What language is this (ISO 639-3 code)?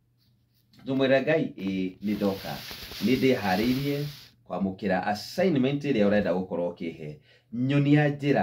kik